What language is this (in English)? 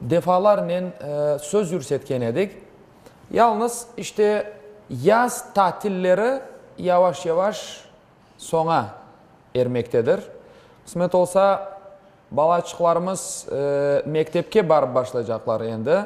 Crimean Tatar